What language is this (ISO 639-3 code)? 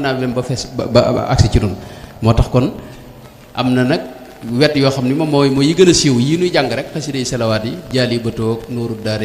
wol